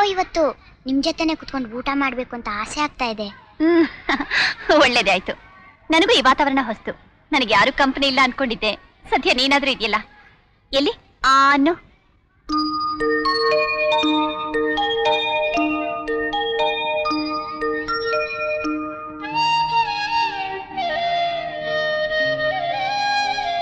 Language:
Kannada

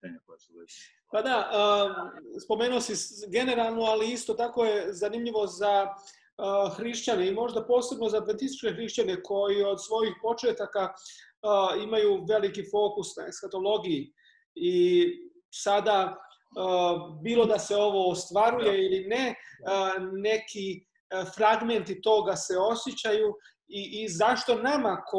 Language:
Serbian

